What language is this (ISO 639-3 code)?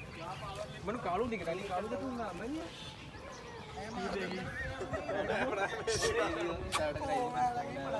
pan